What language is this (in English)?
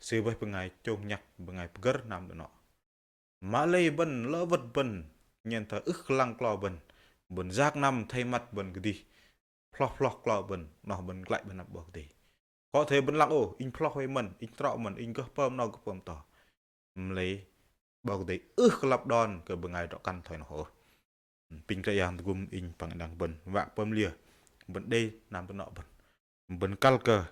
Bahnar